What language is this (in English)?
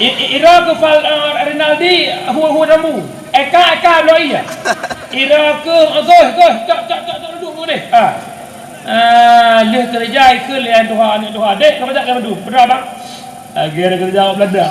Achinese